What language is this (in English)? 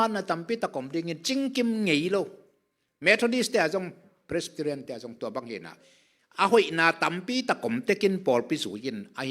Tedim Chin